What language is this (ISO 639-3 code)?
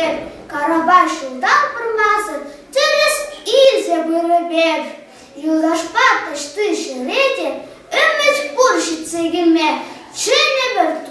chv